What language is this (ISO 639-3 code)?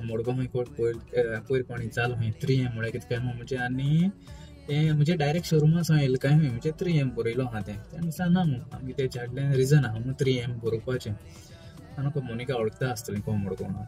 kok